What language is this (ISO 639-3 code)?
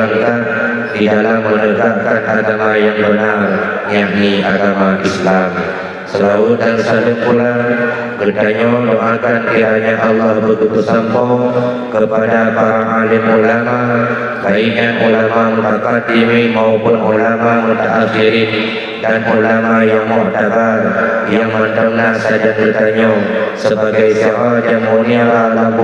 ace